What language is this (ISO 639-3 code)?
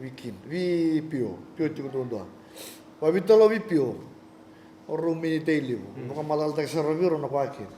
fij